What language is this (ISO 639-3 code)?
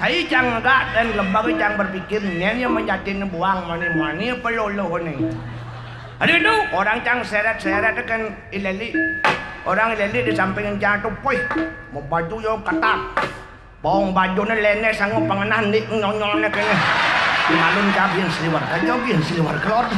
ban